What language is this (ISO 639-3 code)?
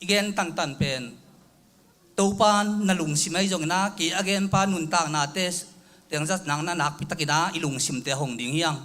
ctd